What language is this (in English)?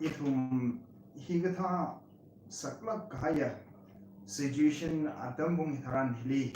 Tangkhul Naga (India)